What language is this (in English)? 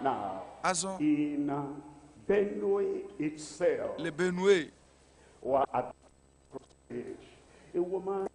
Ewe